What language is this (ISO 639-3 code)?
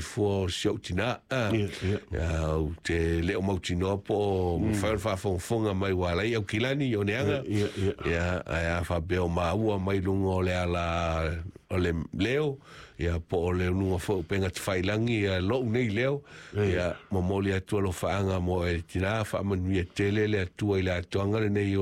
smo